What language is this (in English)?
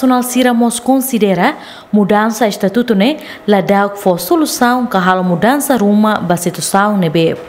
Tetum